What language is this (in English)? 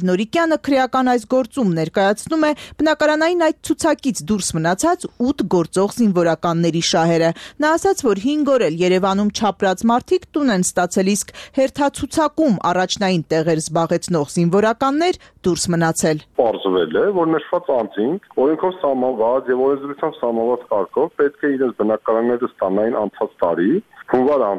Armenian